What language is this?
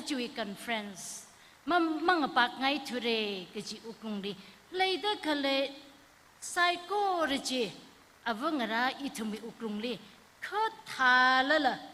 Tangkhul Naga (India)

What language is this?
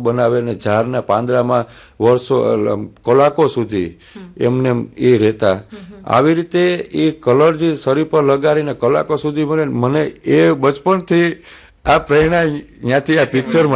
Gujarati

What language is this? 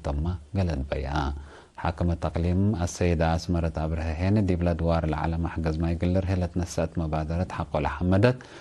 Tigre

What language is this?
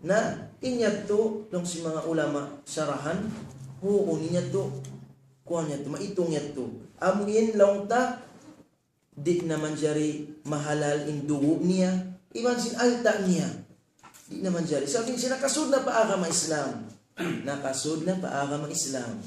Tausug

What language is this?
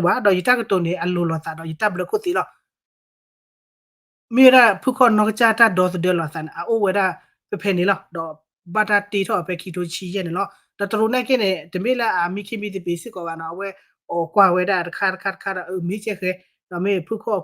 S'gaw Karen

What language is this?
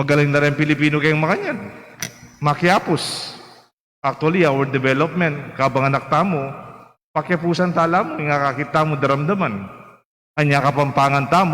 Pampanga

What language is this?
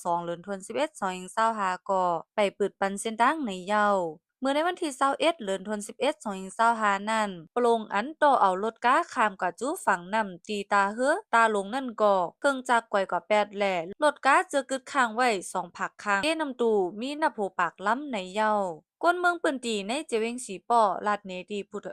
Shan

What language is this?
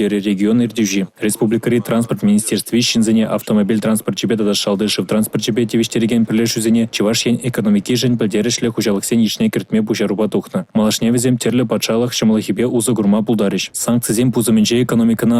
Chuvash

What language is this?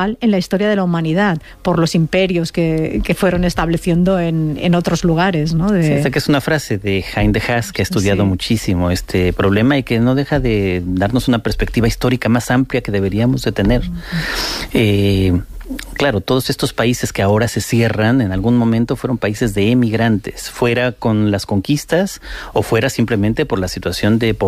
Spanish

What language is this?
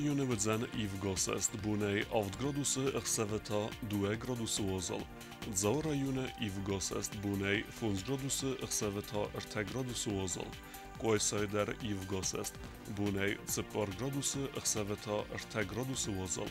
Ossetic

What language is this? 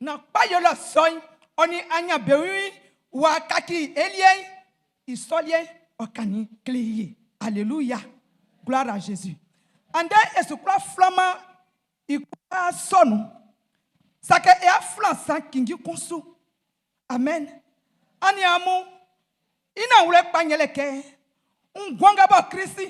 Baoulé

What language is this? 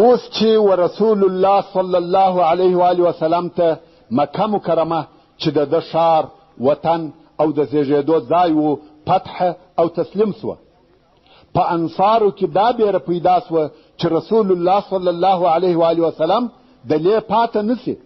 Pashto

